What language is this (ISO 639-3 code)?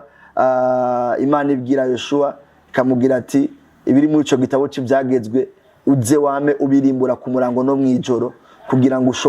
run